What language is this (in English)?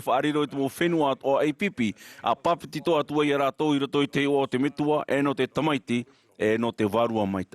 Tahitian